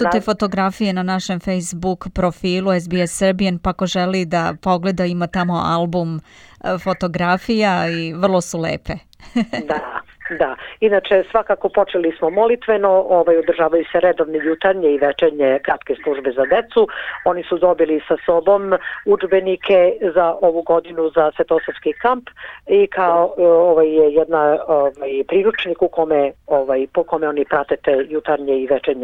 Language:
Serbian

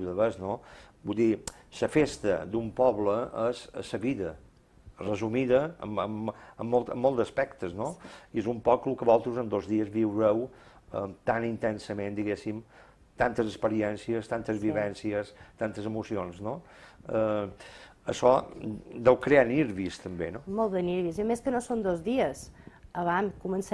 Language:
Catalan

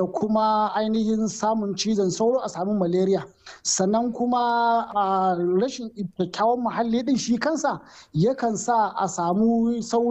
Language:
Hausa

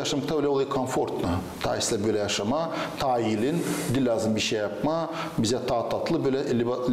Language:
Gagauz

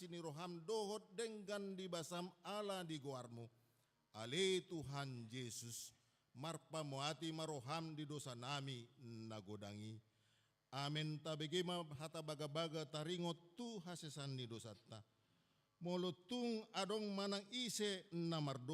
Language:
Batak Toba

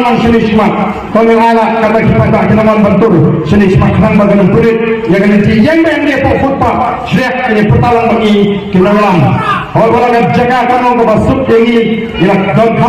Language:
Khasi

